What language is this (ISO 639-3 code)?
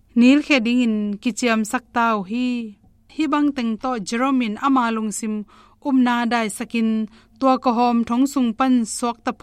ctd